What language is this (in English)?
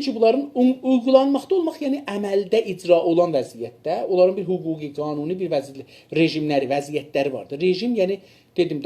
South Azerbaijani